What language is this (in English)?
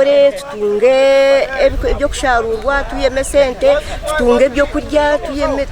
Nyankole